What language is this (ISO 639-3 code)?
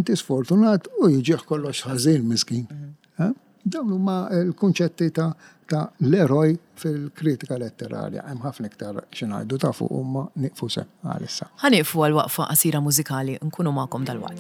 mlt